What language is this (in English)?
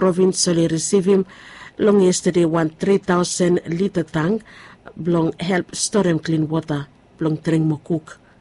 Bislama